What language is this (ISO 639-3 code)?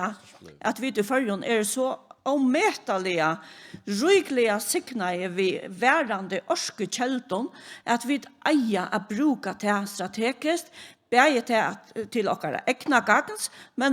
fao